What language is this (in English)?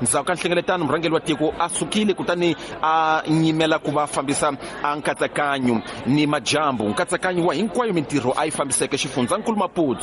Tsonga